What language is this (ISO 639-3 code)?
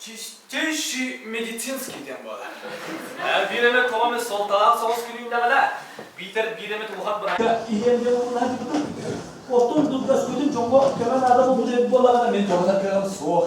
sah